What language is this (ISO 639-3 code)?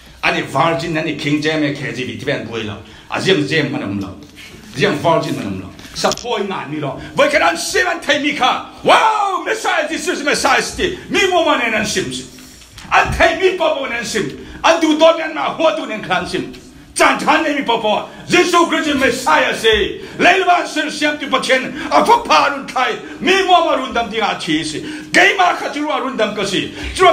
cfm